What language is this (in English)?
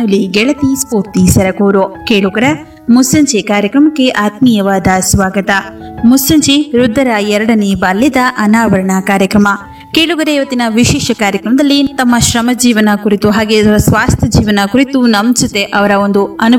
Kannada